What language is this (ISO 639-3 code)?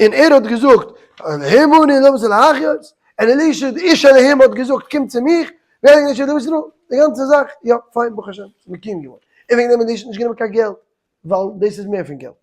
yid